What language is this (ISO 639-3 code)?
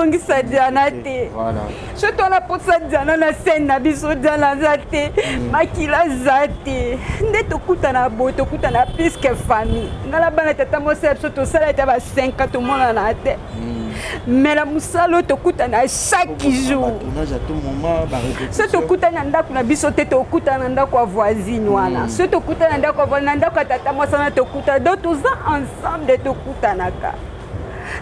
lin